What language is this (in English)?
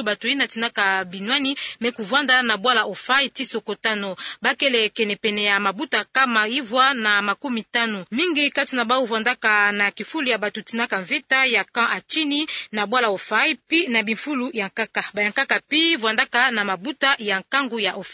Kituba (Democratic Republic of Congo)